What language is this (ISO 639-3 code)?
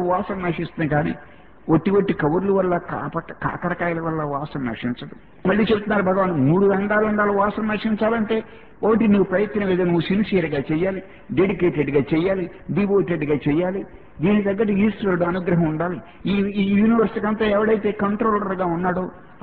tel